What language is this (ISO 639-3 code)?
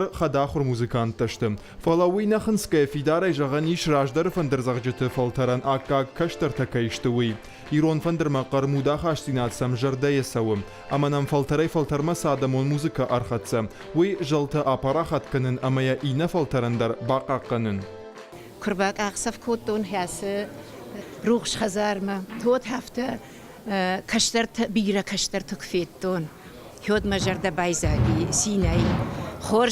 oss